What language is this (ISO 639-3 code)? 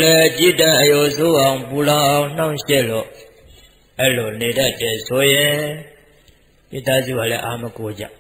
mya